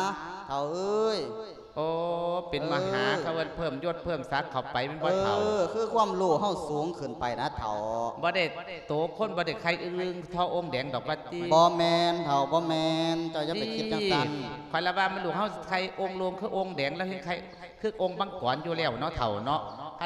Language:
Lao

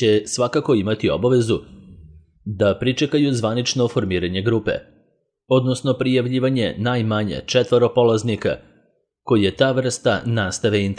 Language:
Serbian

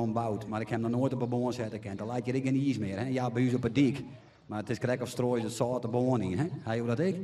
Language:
Western Frisian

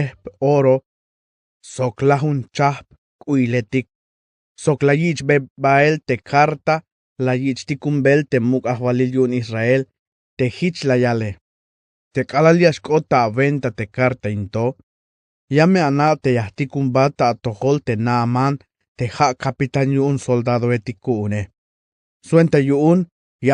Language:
Tzeltal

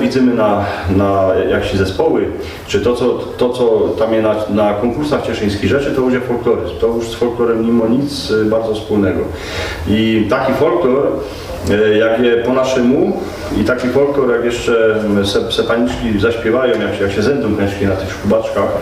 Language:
Silesian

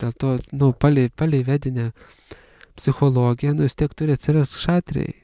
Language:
Lithuanian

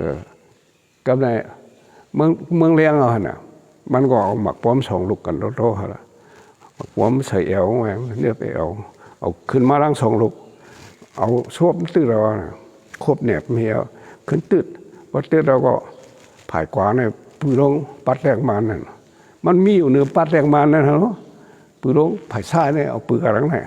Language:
Shan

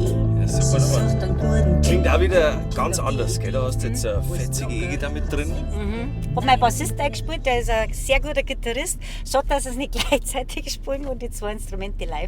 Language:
Bavarian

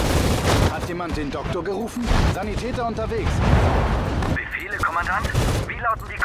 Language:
German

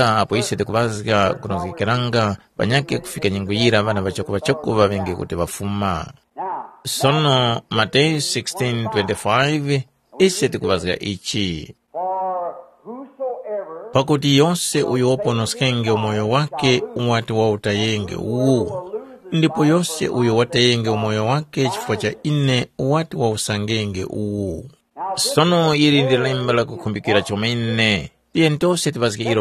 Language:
Tumbuka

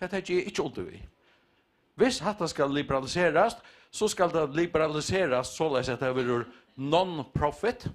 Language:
Faroese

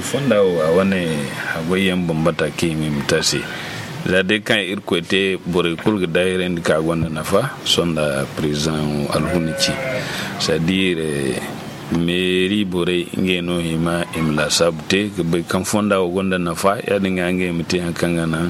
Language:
Zarma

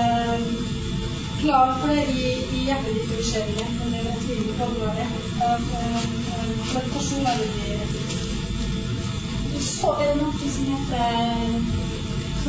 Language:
Norwegian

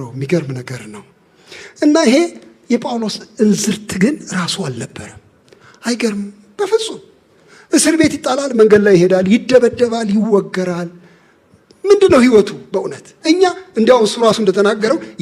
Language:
Amharic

